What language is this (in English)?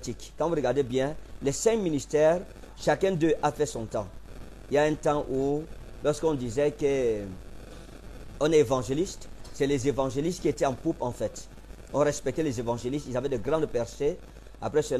French